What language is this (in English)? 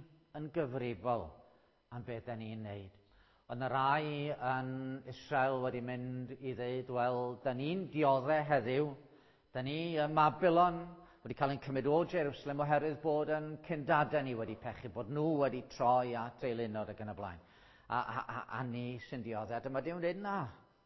Welsh